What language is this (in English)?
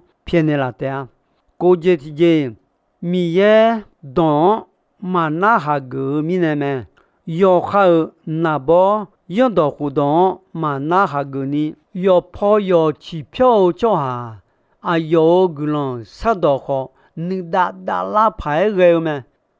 Akha